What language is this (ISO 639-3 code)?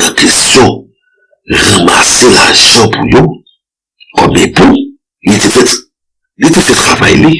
hat